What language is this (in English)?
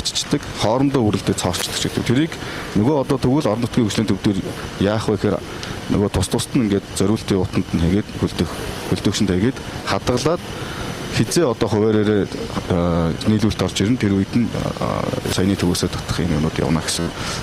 Mongolian